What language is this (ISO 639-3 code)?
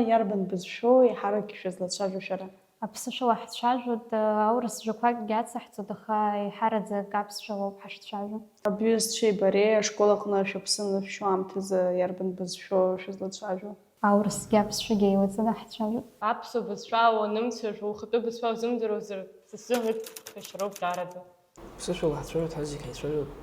abk